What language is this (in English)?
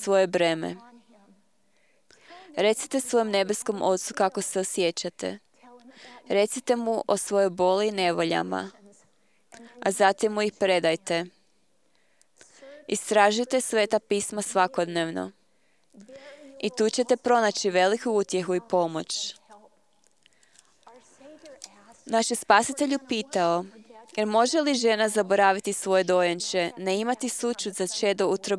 Croatian